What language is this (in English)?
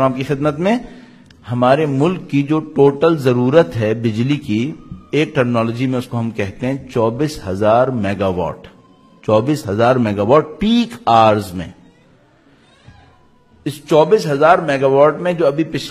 Urdu